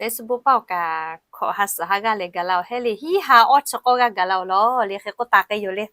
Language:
Lahu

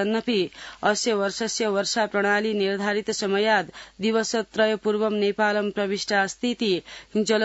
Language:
Sanskrit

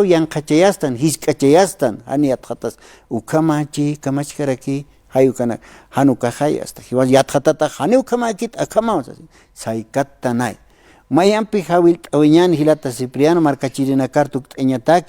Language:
Aymara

